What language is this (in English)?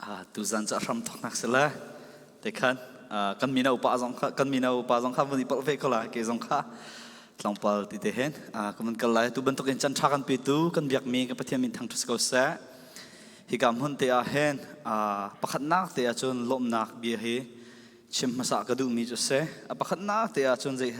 Falam Chin